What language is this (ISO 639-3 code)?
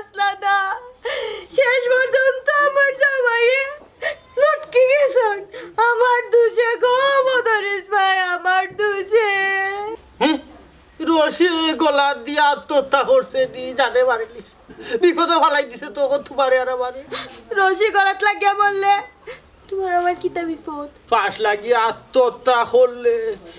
syl